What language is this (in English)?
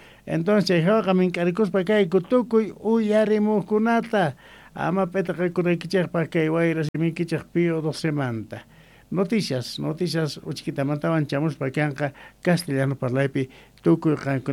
Quechua